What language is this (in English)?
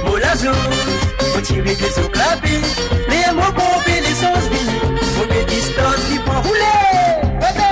Morisyen